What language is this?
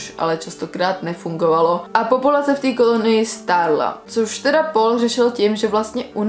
Czech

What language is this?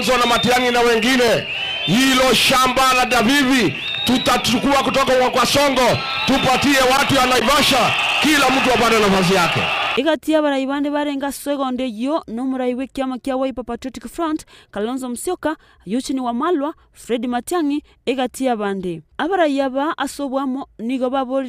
Gusii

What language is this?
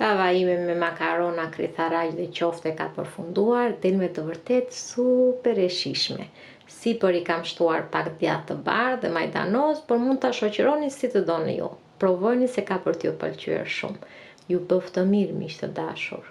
Albanian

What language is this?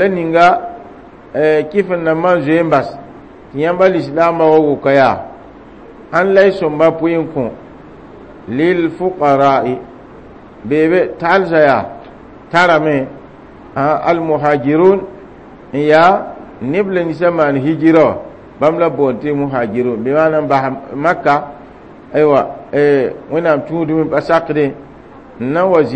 Mossi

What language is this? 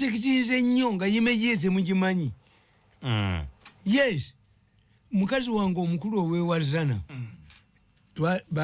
Ganda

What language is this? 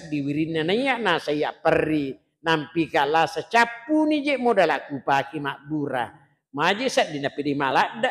Buginese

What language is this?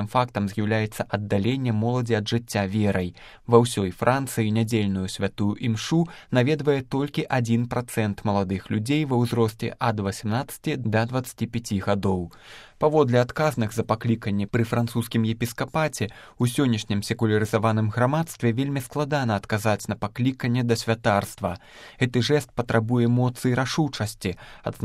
Belarusian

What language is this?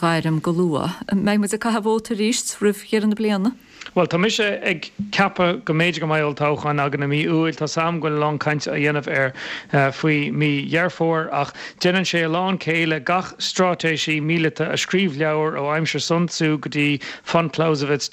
Irish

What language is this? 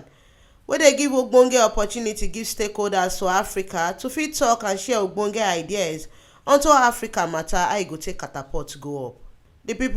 Nigerian Pidgin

